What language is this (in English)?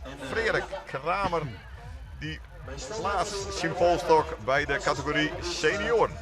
Western Frisian